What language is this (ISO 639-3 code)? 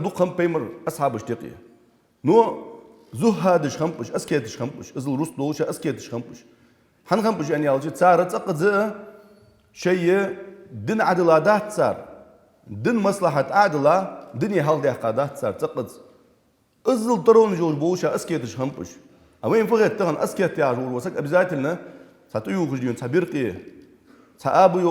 inh